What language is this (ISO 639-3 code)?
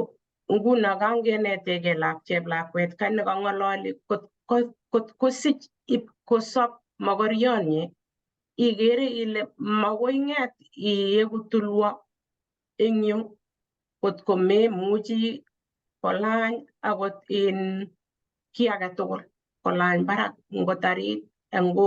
kln